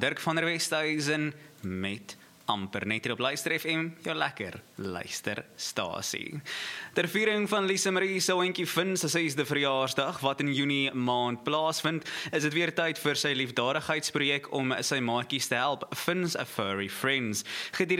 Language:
Afrikaans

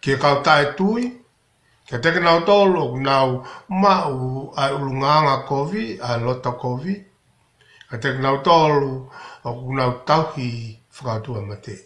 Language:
Tongan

